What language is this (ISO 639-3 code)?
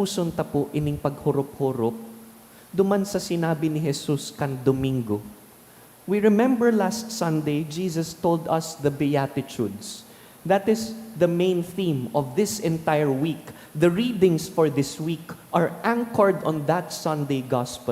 bik